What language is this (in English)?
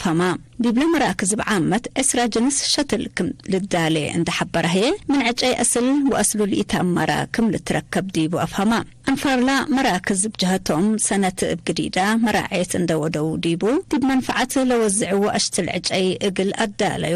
Tigre